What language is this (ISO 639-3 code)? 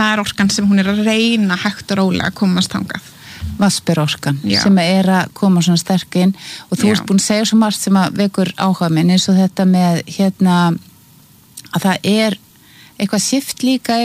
isl